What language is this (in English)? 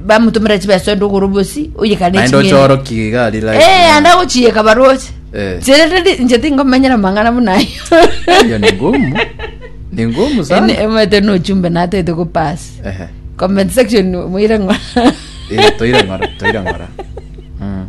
Gusii